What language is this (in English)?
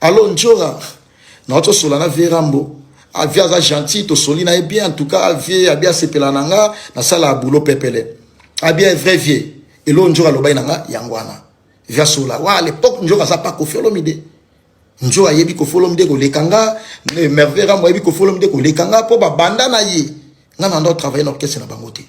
Lingala